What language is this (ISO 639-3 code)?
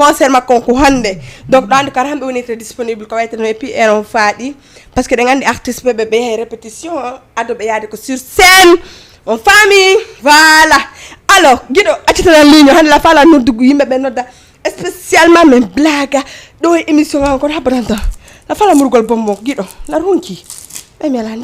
ful